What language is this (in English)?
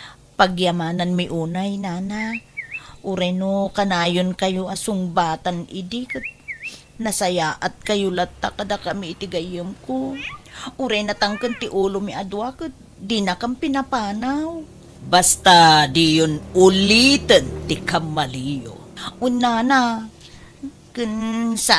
Iloko